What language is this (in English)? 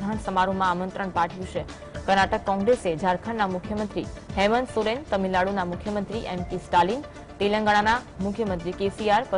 Gujarati